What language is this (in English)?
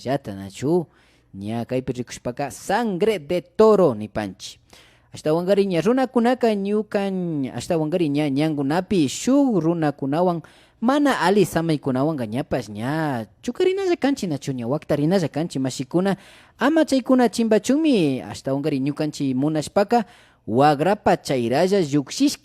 Imbabura Highland Quichua